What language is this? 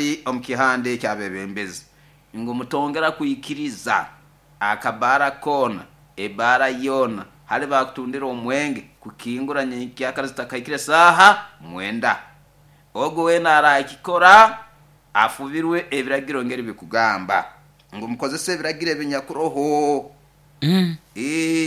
Nyoro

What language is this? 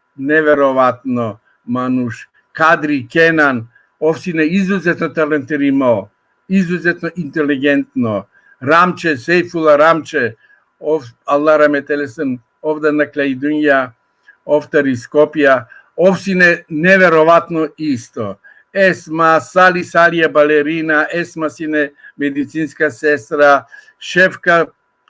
Balkan Romani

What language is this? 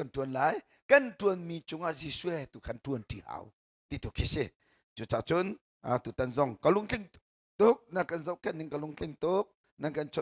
Hakha Chin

